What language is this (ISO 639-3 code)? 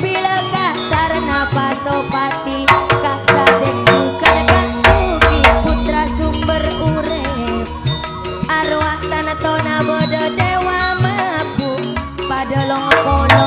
mad